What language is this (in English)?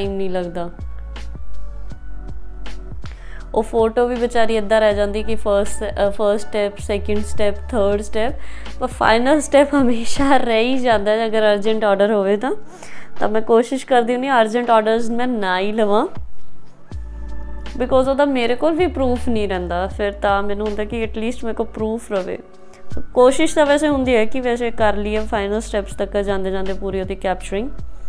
Punjabi